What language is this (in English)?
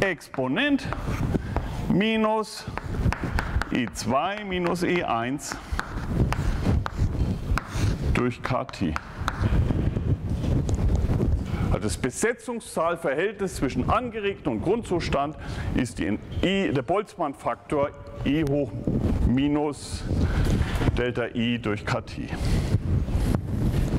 German